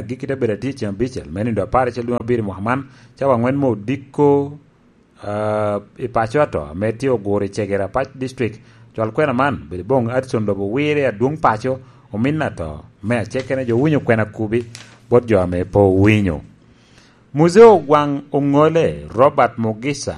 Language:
Lango (Uganda)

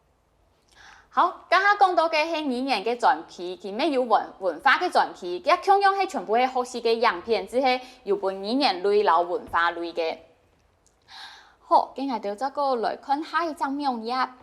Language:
Hakka Chinese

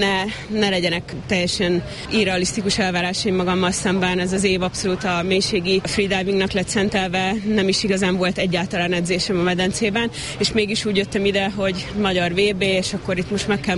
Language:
Hungarian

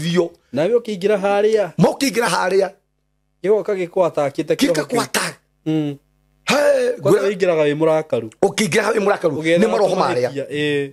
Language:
Kikuyu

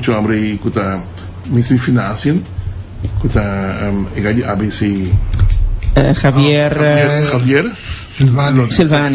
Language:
Papiamento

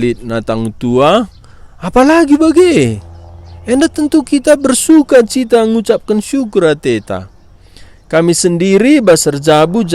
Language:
Batak Karo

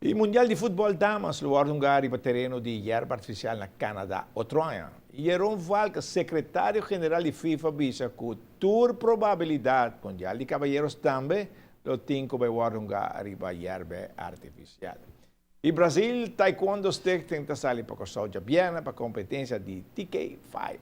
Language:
Papiamento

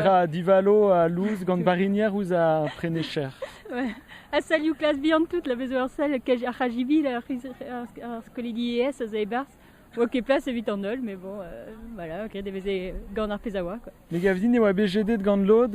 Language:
Breton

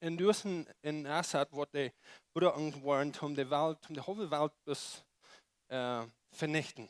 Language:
Plautdietsch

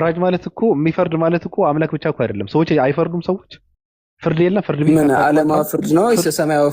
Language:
Amharic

